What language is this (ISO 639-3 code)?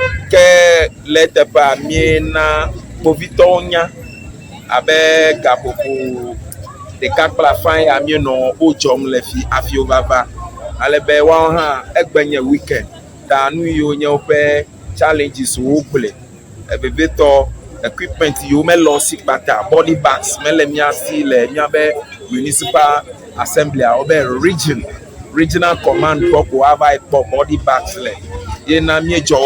ewe